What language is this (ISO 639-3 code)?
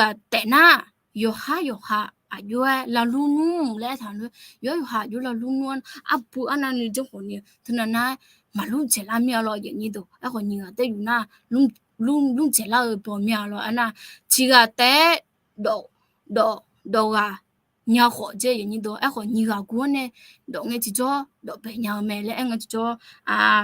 ahk